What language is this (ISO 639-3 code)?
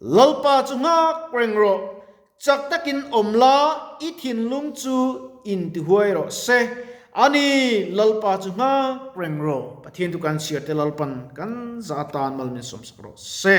lus